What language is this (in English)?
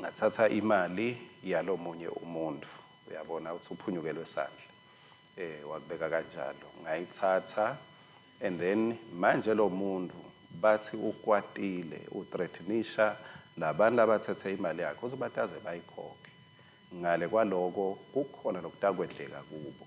Swati